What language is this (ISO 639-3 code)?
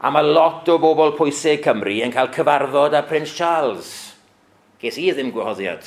cym